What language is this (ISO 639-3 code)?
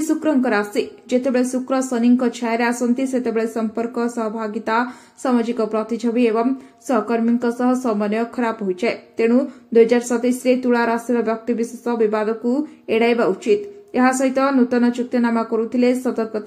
ori